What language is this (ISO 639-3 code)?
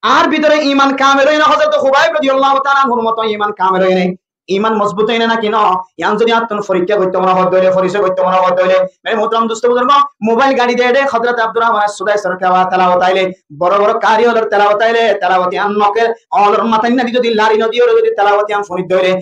rhg